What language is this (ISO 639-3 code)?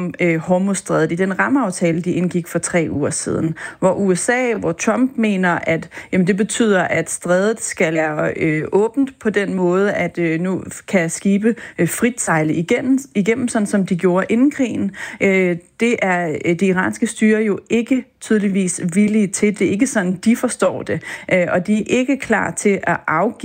dan